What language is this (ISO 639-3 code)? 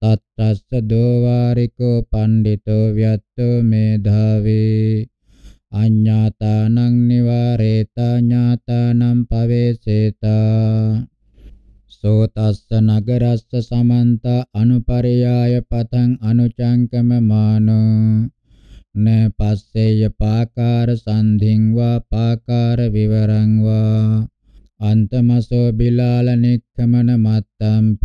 pli